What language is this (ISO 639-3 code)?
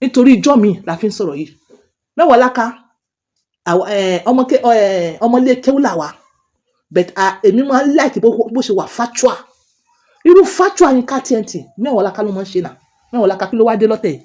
yor